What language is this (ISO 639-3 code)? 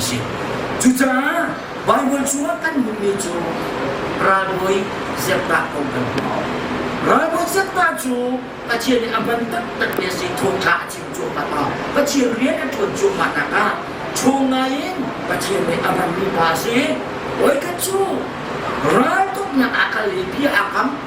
cnh